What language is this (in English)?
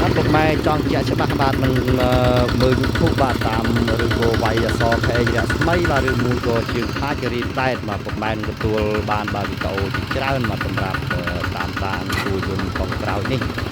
Khmer